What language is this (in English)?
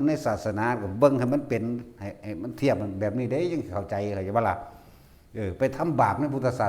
Northeastern Thai